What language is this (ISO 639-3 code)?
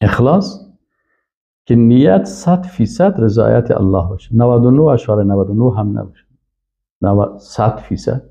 fas